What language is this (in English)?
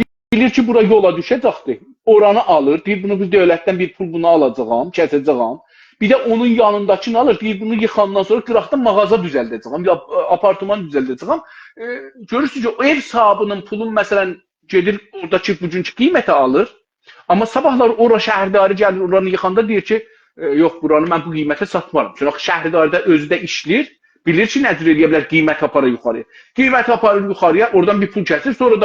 South Azerbaijani